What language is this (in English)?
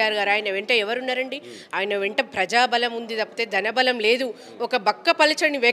Telugu